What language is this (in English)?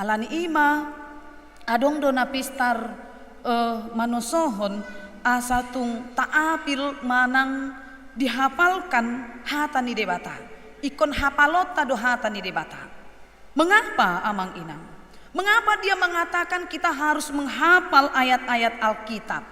Batak Toba